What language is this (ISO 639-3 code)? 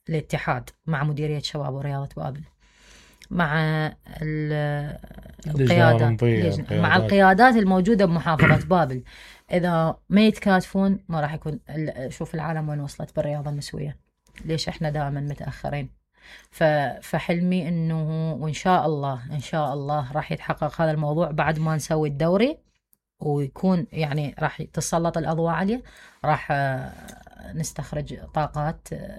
acm